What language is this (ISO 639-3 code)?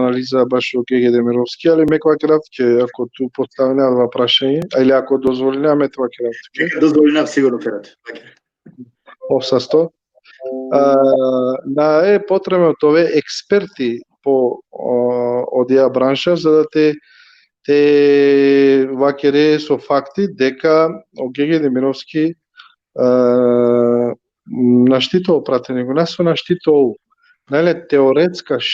rmn